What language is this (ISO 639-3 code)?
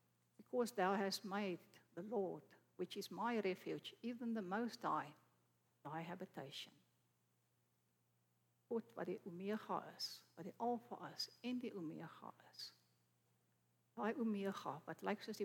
afr